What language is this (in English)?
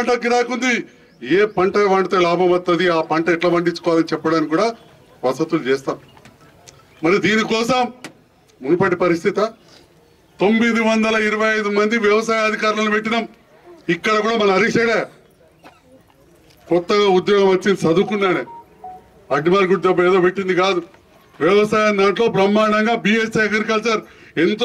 Telugu